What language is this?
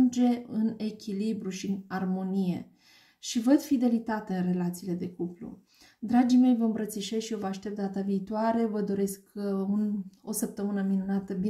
Romanian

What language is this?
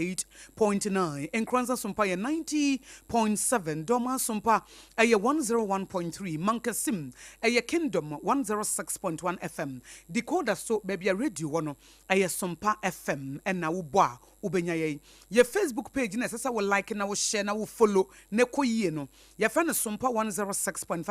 Akan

